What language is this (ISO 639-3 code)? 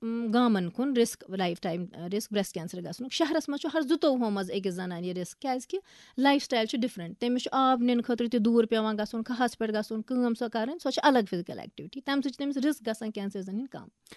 kas